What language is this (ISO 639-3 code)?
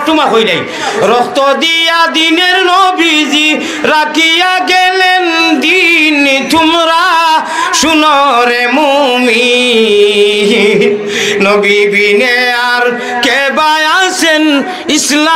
syl